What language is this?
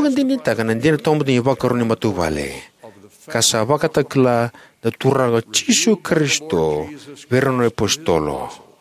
Fijian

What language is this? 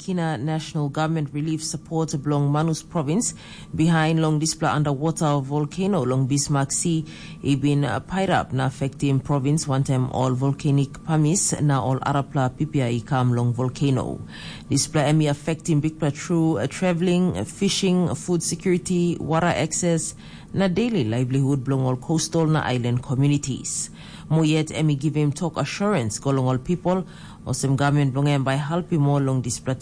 Tok Pisin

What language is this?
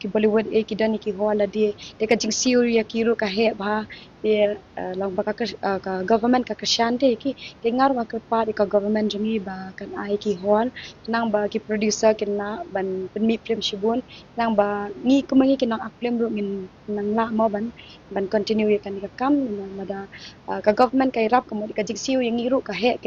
Khasi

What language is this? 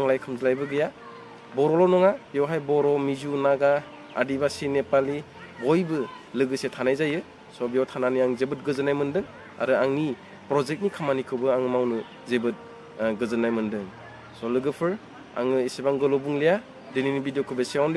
Bodo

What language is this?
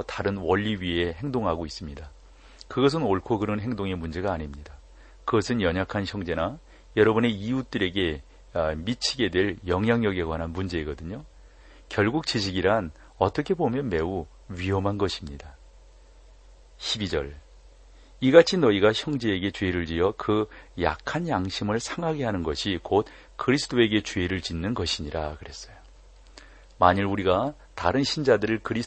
Korean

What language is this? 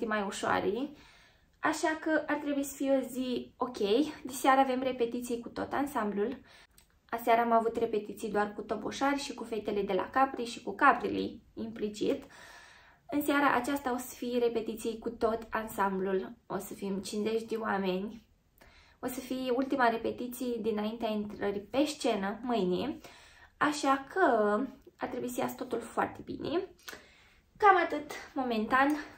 Romanian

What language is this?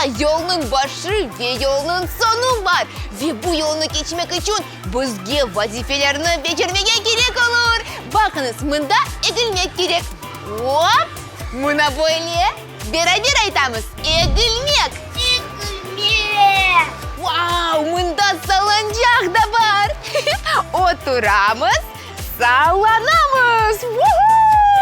Crimean Tatar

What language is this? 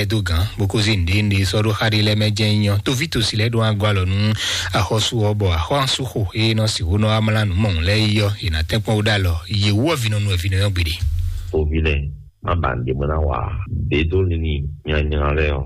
Fon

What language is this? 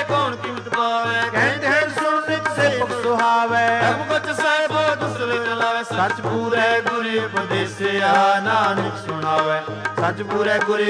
Punjabi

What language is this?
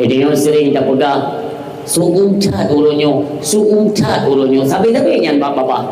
Achinese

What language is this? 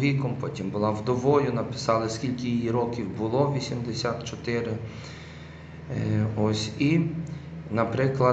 Ukrainian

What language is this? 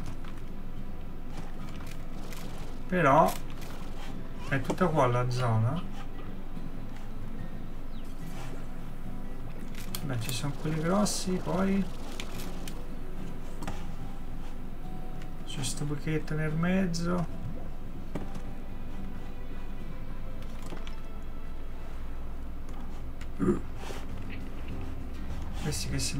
Italian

